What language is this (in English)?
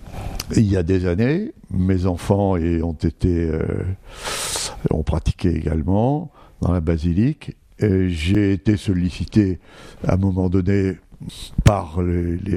French